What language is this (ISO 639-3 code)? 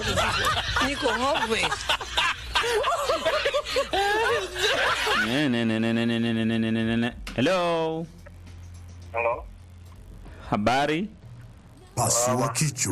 swa